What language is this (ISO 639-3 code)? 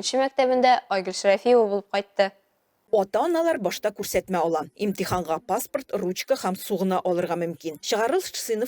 tat